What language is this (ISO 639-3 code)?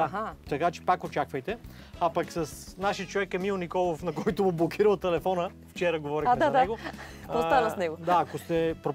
bul